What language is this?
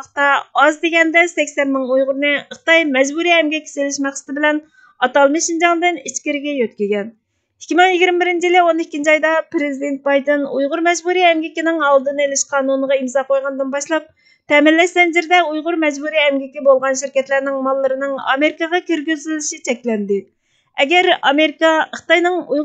Uyghur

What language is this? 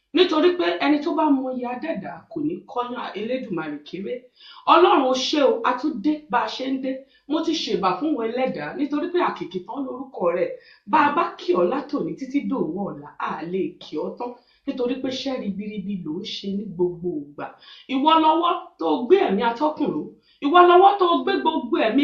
Yoruba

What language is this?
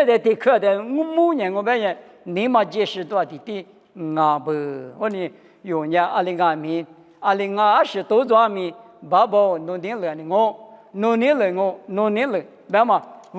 Lisu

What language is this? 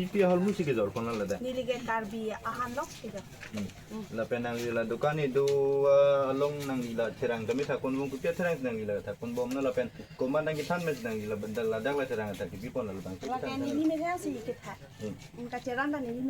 Karbi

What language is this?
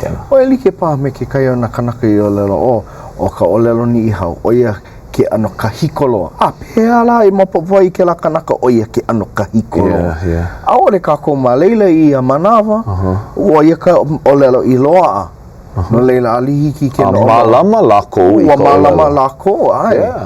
Hawaiian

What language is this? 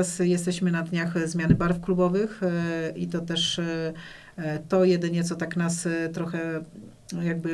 Polish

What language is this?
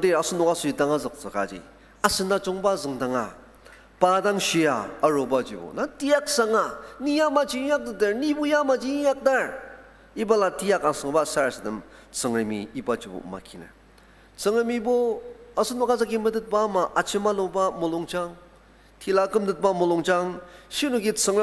Ao Naga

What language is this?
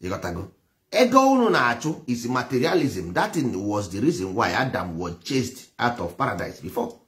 Igbo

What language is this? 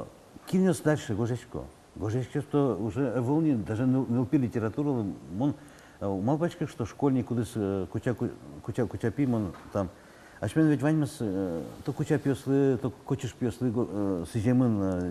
Udmurt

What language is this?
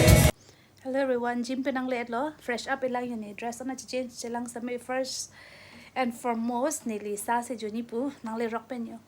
Karbi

